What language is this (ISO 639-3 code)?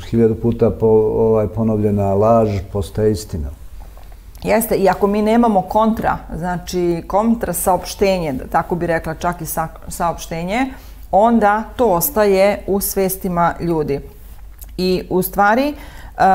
srp